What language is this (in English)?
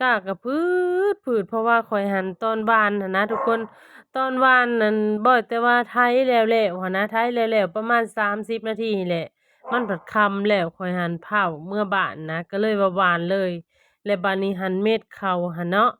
Lao